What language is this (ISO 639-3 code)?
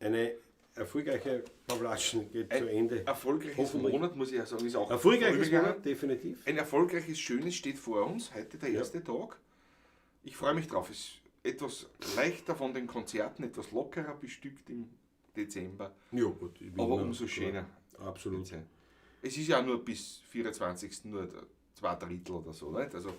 bar